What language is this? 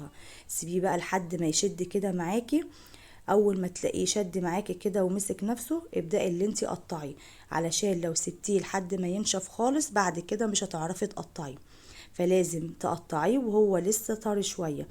Egyptian Arabic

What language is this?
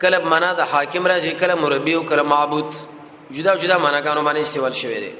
Pashto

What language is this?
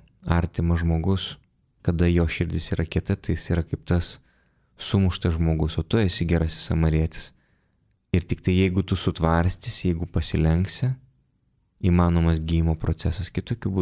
Lithuanian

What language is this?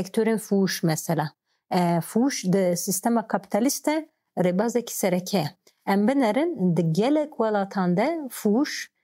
Kurdish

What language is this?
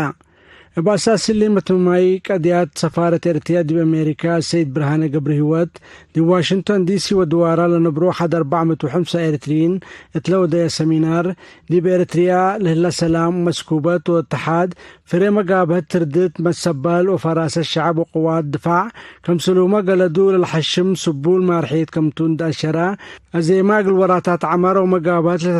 Tigre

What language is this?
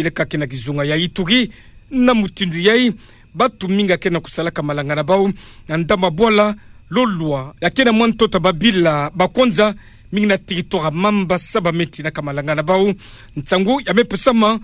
Kituba (Democratic Republic of Congo)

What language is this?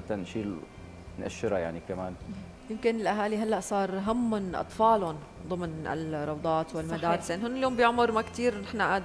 North Levantine Arabic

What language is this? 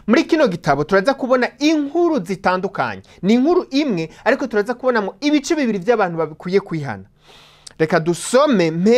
Rundi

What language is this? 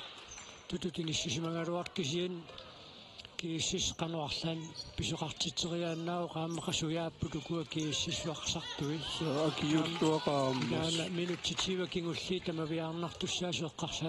Kalaallisut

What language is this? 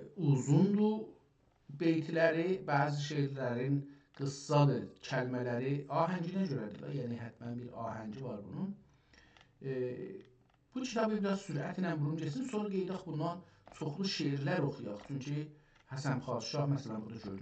South Azerbaijani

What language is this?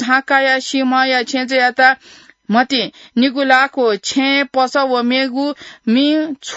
Newari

